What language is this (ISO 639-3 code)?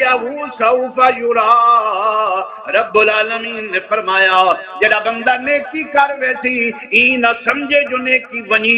skr